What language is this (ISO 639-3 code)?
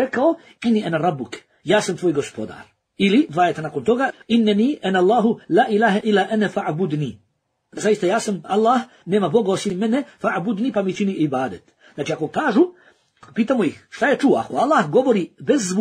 bos